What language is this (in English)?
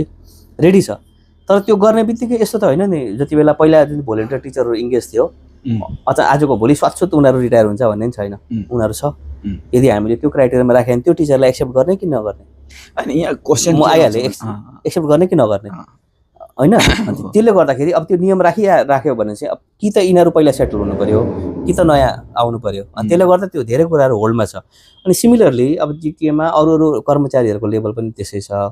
Nepali